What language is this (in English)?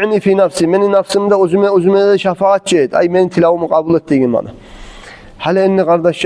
Kumyk